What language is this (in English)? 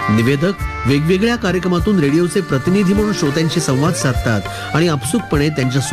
Marathi